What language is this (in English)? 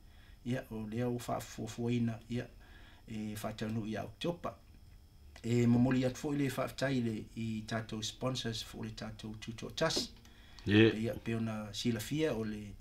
Samoan